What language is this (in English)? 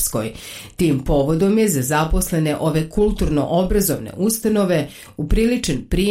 Bosnian